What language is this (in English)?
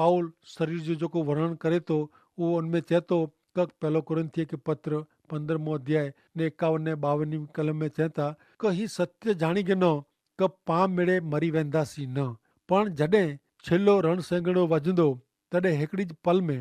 Kachhi